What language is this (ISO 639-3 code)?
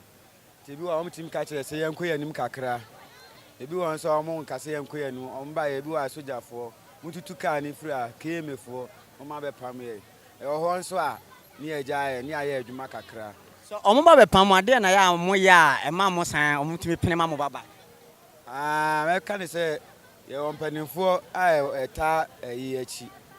aka